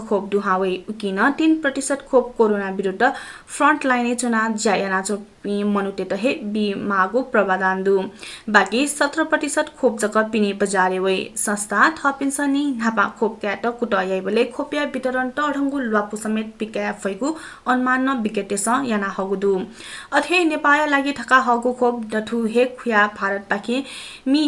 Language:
Newari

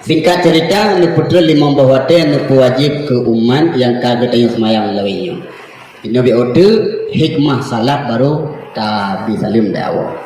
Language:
Achinese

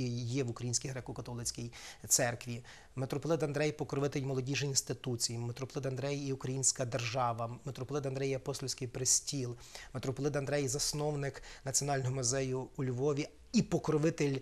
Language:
Ukrainian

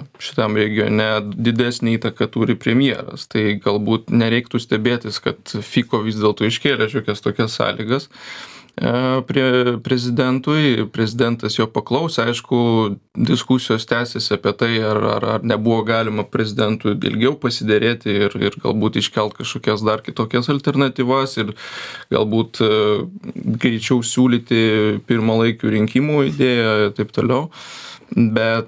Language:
Lithuanian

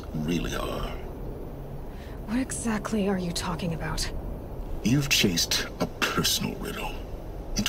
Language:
English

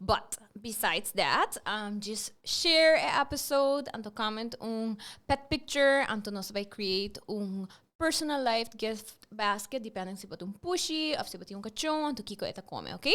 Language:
Papiamento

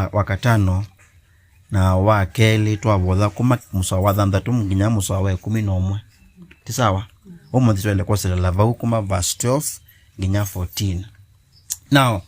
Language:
Kamba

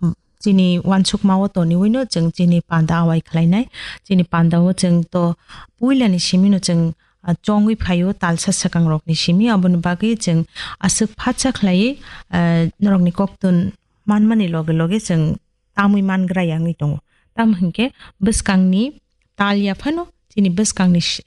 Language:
Kok Borok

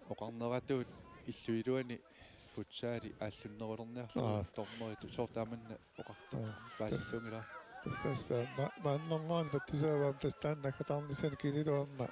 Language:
Kalaallisut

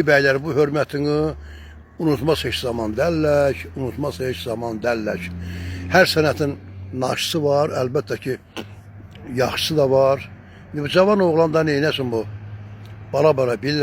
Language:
Azerbaijani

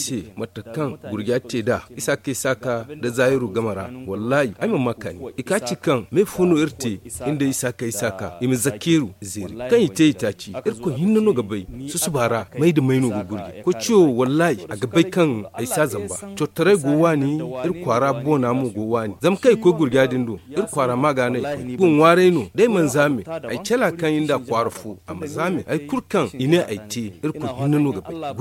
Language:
Zarma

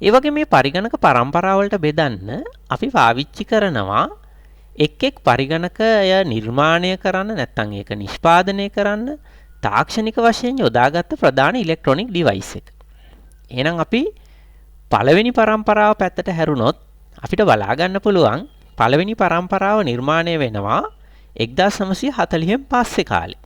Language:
Sinhala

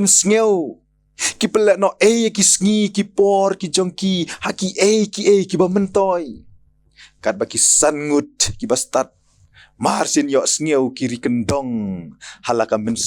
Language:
Khasi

